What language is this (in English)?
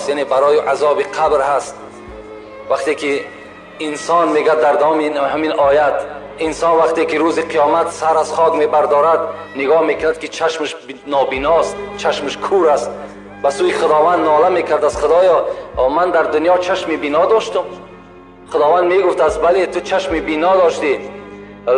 Tajik